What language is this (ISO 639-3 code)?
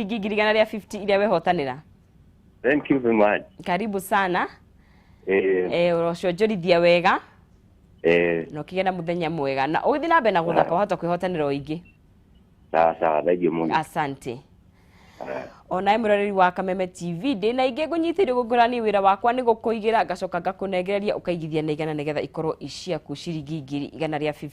kik